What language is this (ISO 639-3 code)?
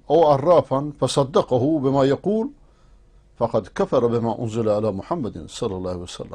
fas